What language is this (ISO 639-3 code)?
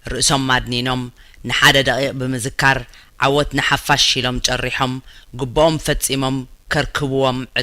tir